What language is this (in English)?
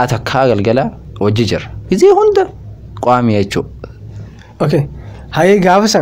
Oromo